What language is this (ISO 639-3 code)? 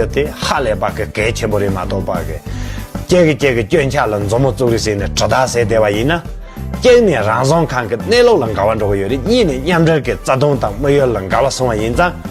bod